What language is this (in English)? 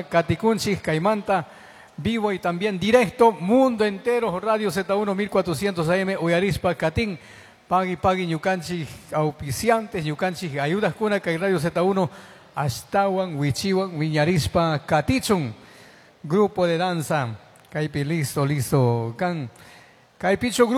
Chimborazo Highland Quichua